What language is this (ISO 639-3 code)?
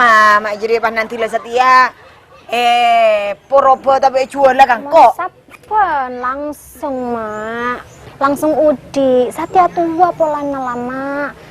mad